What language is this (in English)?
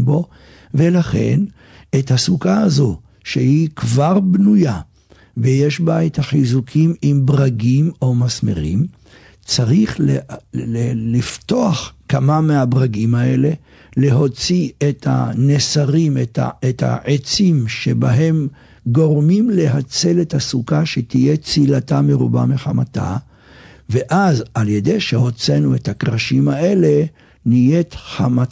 Hebrew